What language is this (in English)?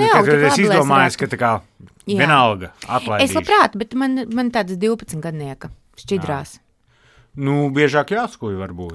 Latvian